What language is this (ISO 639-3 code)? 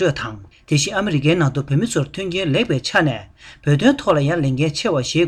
bod